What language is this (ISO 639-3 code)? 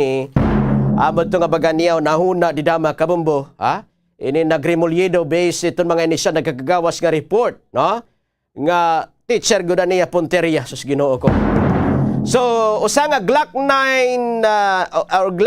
war